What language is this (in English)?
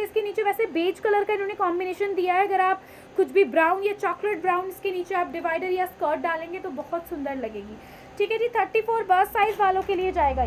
Hindi